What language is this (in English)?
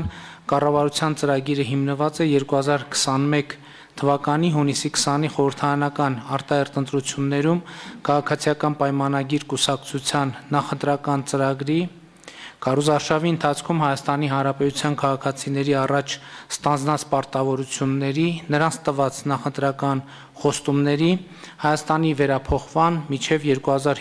Armenian